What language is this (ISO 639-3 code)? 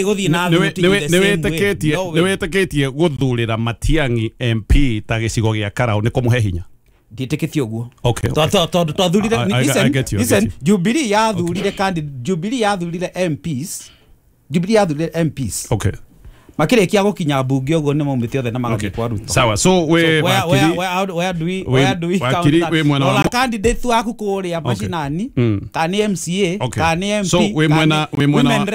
kik